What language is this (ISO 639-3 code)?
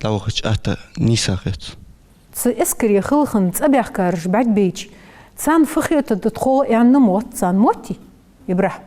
inh